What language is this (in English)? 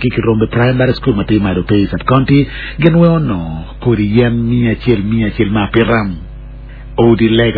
Acoli